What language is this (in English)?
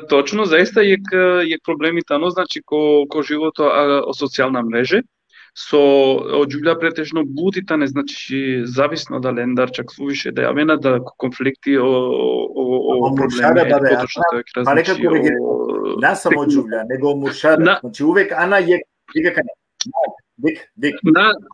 Balkan Romani